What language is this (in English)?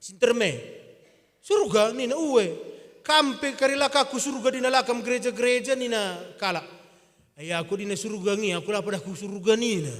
Batak Karo